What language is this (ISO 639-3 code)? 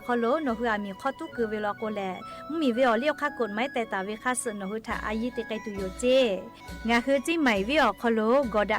lhu